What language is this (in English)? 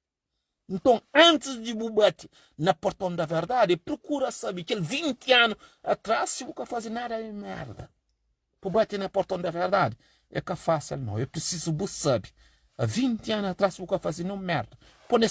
Kabuverdianu